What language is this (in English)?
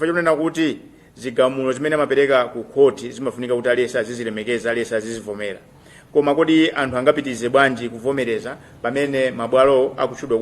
Nyanja